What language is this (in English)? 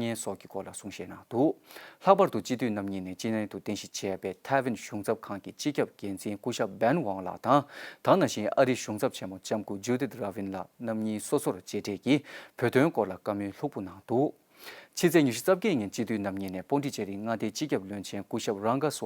Tibetan